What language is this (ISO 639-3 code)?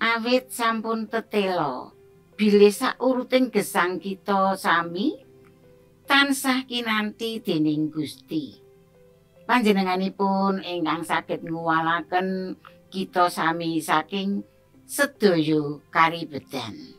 jav